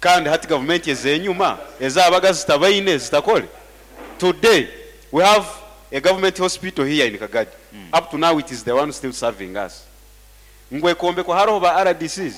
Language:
Nyankole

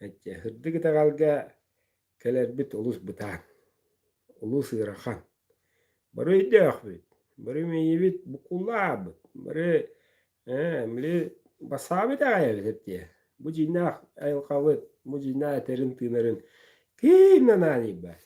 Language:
Yakut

